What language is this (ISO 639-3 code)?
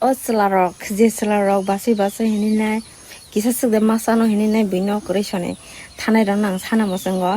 trp